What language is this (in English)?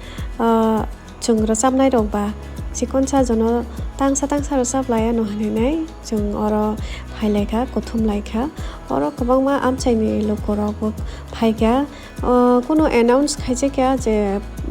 Kok Borok